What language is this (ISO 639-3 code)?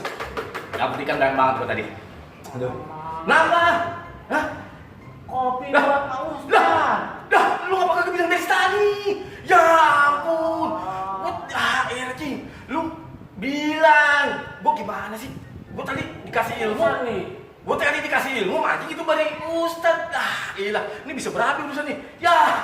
bew